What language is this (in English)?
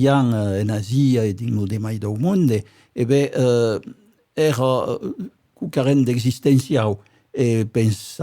Occitan